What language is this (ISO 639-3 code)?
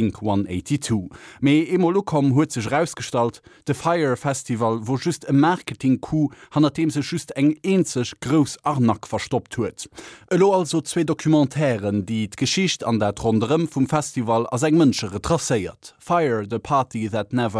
ltz